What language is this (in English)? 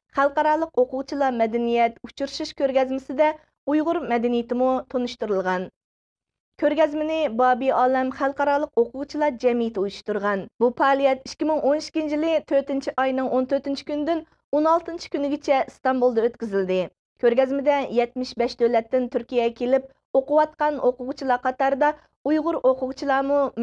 Uyghur